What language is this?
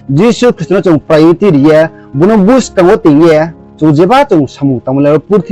Riang (India)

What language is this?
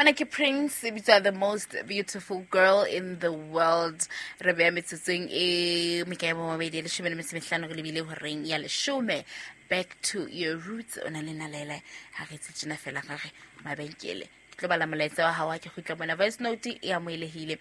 Southern Sotho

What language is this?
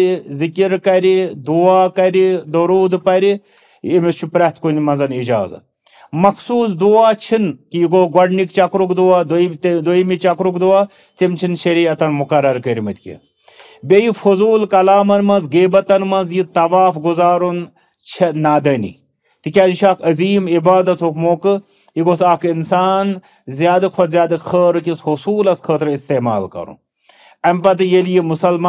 Kashmiri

